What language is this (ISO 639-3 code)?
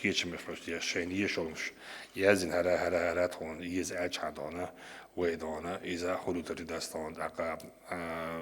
che